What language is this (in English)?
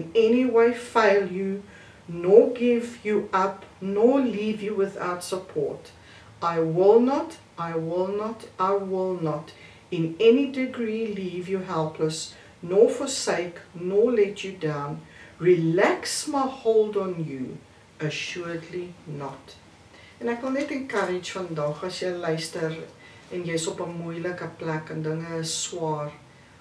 Afrikaans